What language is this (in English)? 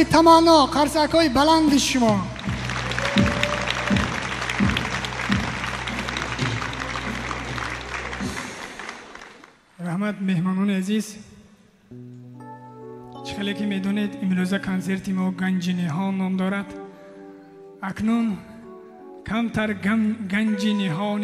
Persian